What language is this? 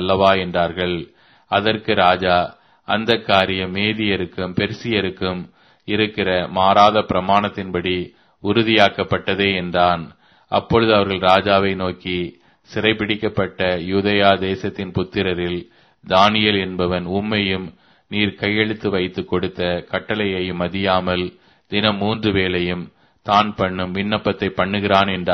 Tamil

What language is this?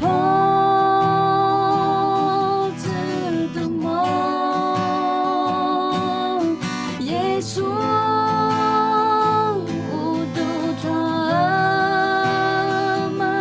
Akha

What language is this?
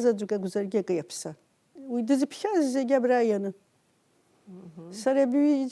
Abkhazian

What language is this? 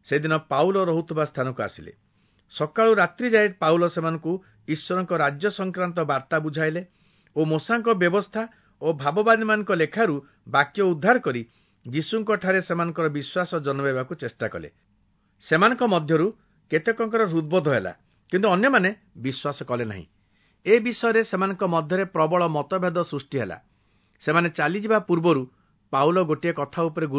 Odia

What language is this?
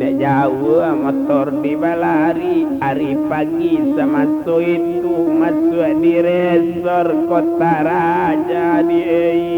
Minangkabau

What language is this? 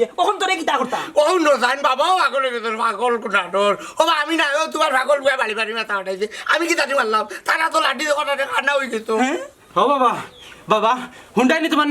Sylheti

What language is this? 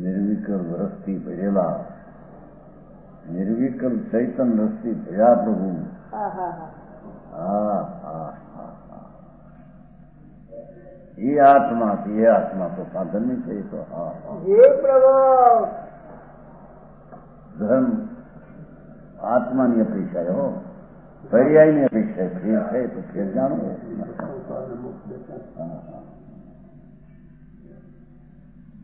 Gujarati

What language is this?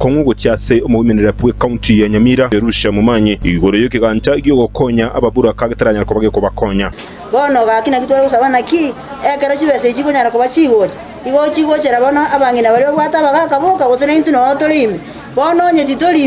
Gusii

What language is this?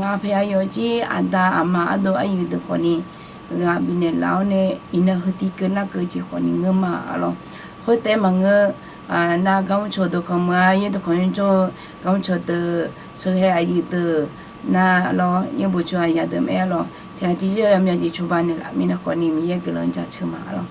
Akha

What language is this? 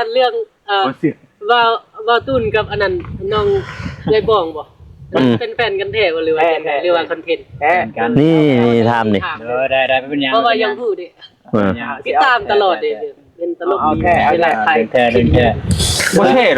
Lao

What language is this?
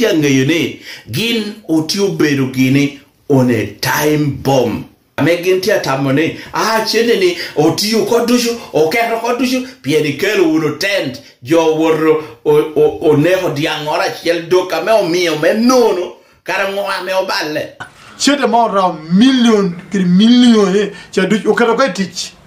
Lango (Uganda)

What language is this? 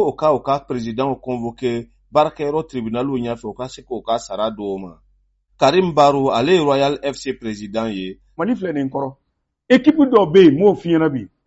Bambara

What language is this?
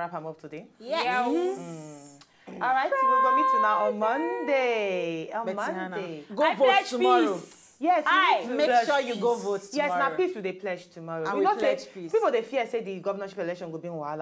Nigerian Pidgin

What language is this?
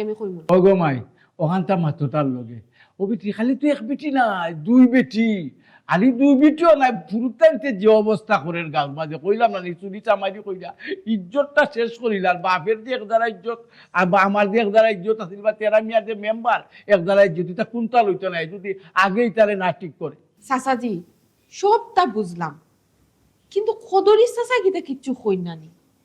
Sylheti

